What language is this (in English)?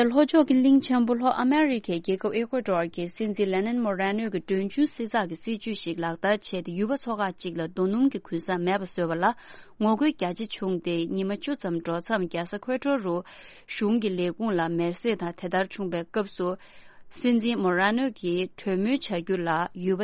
Tibetan